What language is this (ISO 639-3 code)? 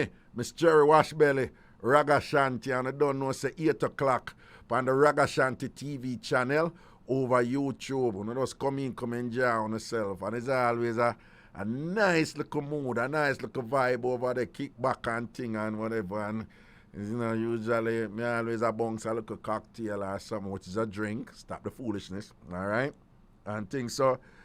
jam